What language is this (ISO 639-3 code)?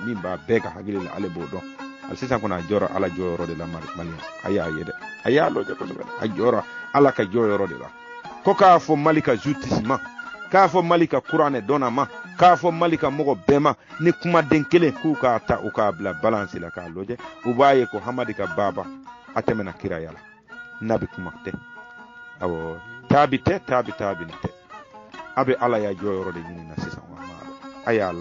bam